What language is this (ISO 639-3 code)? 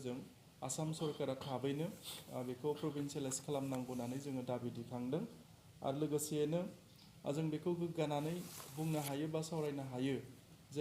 brx